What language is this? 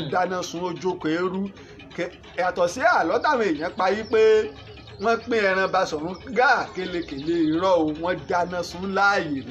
Yoruba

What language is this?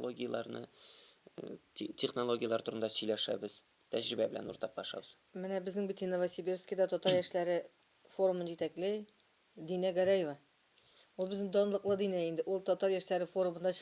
Tatar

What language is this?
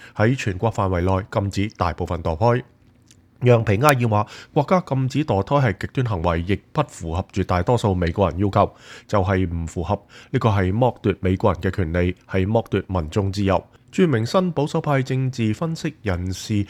Cantonese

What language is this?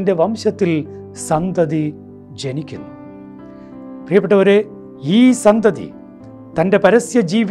Malayalam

